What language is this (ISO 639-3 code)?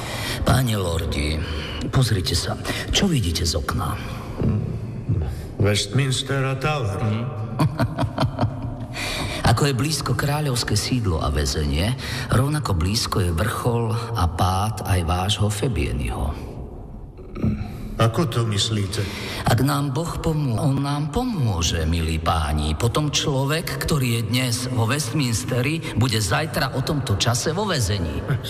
slk